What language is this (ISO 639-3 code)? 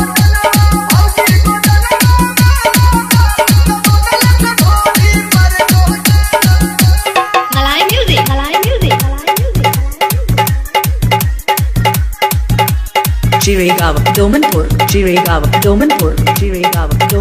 bho